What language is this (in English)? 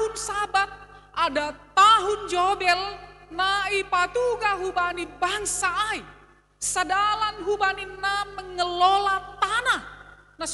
Batak Simalungun